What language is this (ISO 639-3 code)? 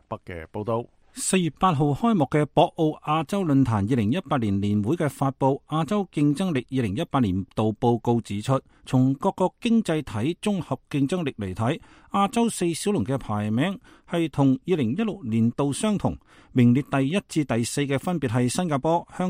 yue